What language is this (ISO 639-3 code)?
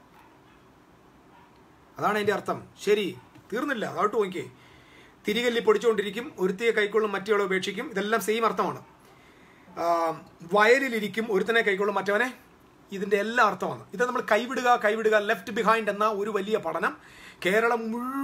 mal